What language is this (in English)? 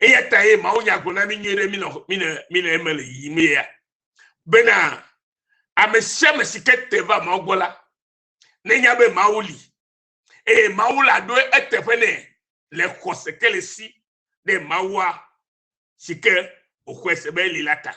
Ewe